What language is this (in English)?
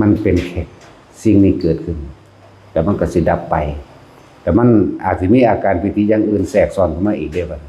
Northeastern Thai